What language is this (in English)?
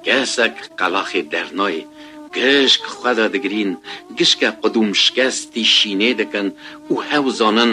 Kurdish